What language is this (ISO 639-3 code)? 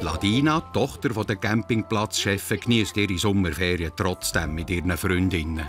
gsw